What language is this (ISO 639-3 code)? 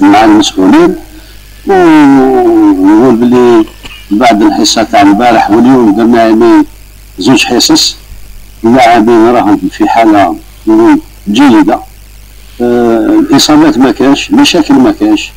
arq